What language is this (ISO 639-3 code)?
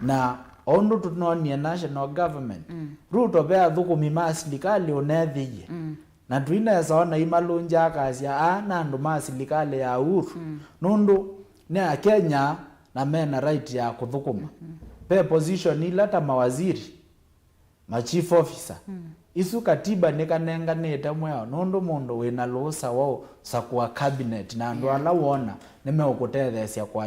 kam